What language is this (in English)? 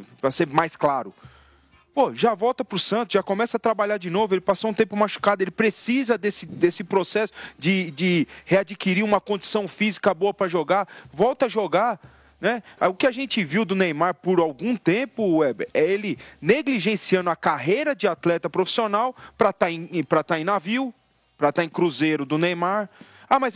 Portuguese